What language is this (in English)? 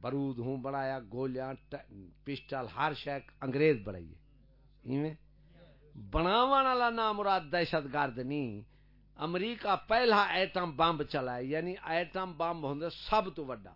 Saraiki